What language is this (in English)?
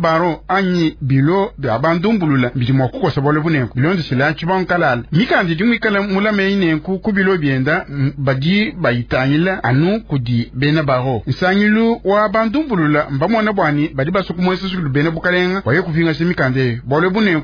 Luba-Lulua